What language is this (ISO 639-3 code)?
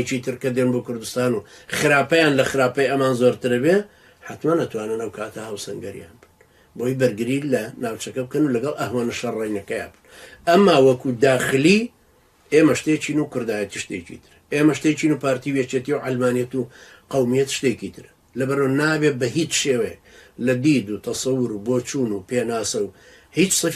ckb